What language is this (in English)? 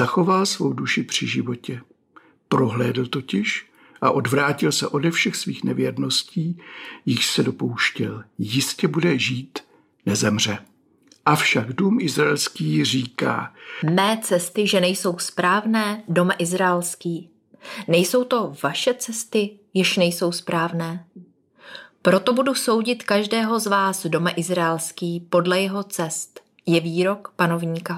Czech